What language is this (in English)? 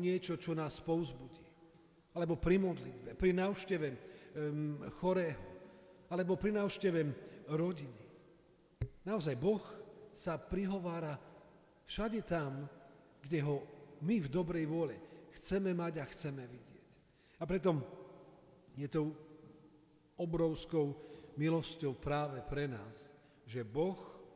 Slovak